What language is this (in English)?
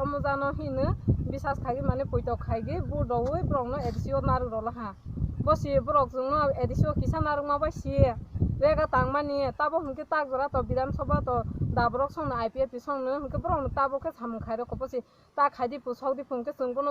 Kok Borok